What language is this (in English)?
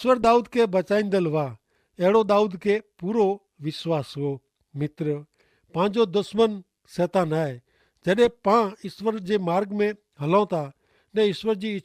Kachhi